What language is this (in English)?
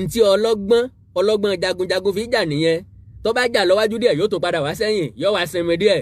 Yoruba